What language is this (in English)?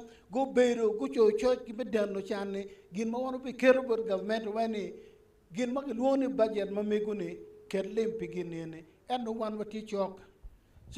Acoli